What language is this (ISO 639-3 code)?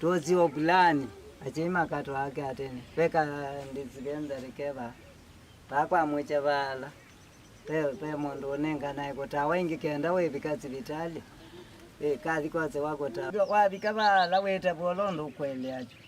kam